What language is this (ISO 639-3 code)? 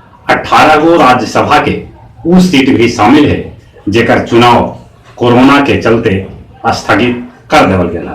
mag